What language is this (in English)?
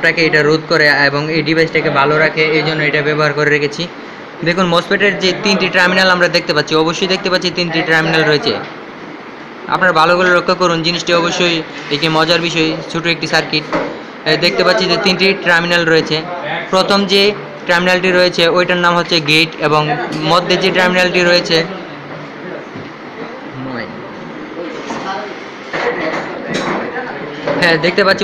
Bangla